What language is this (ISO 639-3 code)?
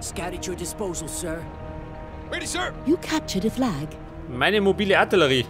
bar